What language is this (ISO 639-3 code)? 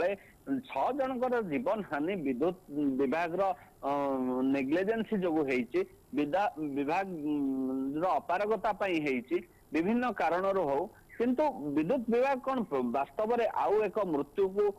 ori